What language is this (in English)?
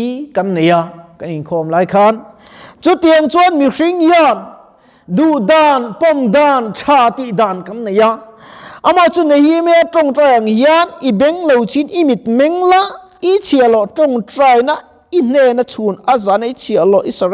Mizo